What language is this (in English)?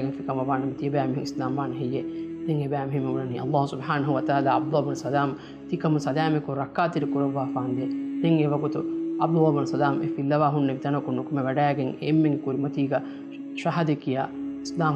Divehi